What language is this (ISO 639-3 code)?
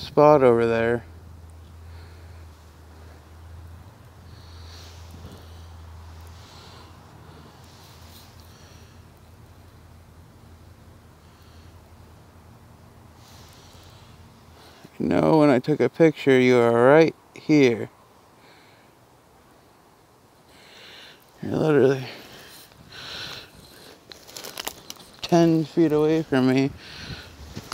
eng